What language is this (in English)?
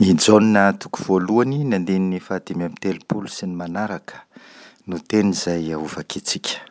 Malagasy